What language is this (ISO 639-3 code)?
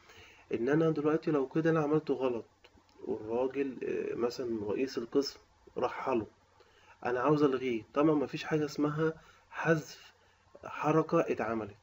arz